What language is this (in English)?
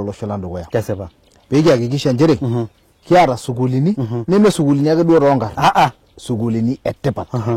Masai